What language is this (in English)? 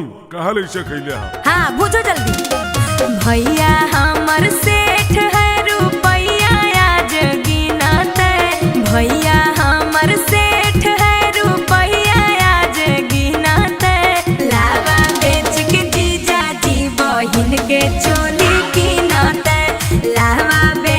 Magahi